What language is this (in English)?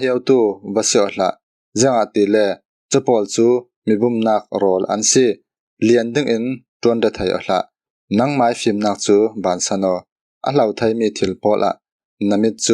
Falam Chin